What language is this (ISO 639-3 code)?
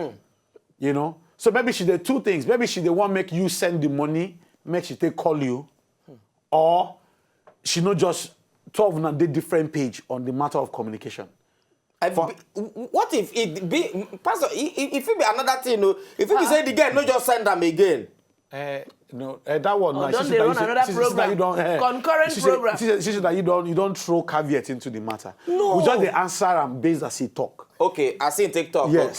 pcm